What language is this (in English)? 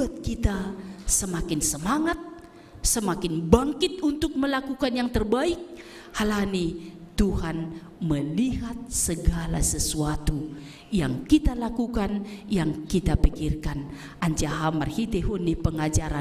Batak Simalungun